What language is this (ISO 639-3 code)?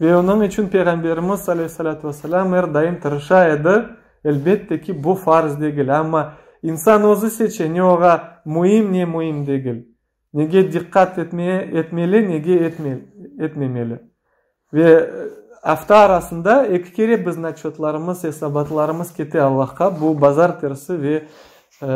crh